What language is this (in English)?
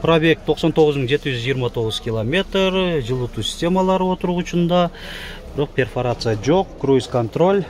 Kyrgyz